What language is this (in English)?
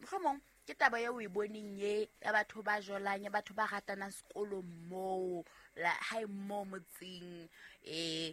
Southern Sotho